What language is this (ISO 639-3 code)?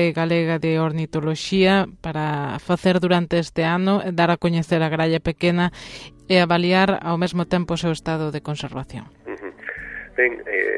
glg